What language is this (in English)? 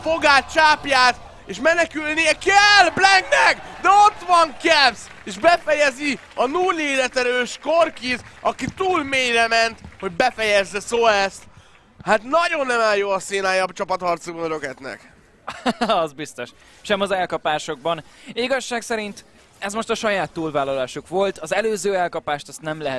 Hungarian